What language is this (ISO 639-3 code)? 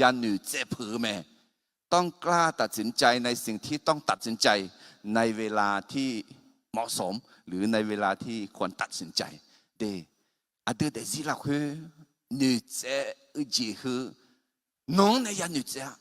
ahk